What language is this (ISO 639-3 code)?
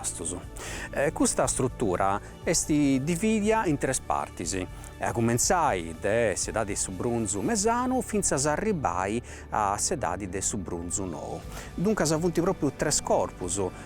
srd